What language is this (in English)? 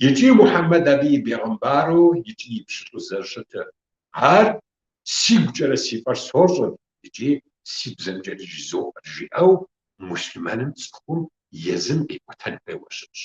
Kabardian